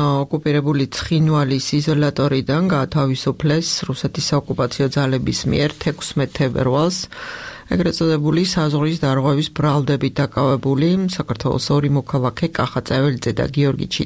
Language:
Georgian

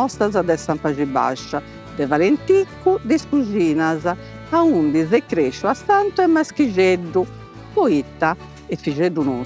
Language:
Sardinian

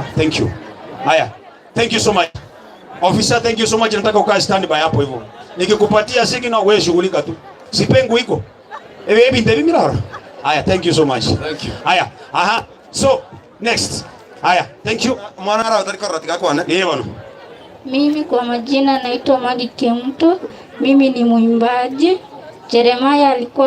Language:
Gusii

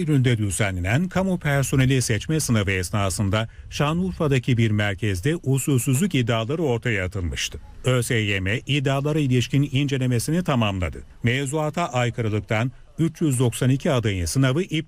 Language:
Turkish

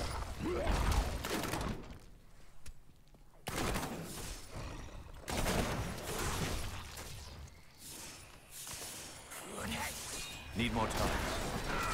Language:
Czech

